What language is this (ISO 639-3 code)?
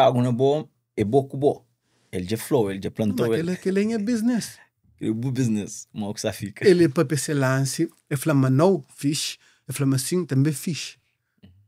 kea